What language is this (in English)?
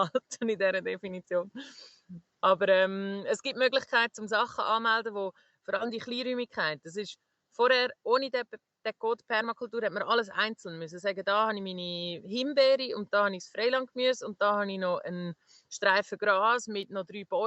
Swiss German